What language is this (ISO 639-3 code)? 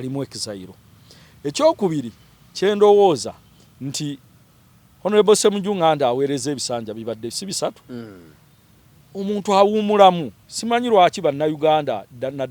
lug